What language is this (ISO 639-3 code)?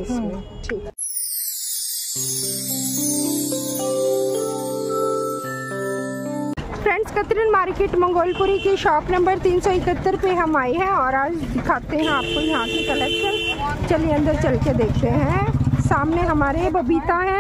hin